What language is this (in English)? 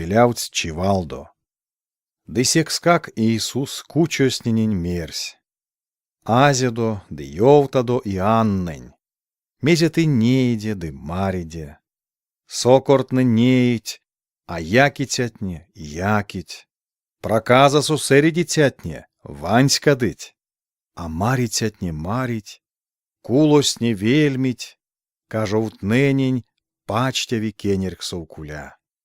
Erzya